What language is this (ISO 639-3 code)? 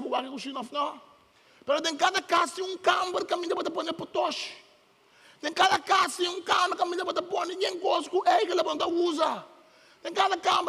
pap